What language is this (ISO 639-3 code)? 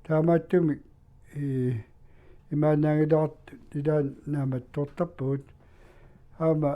kal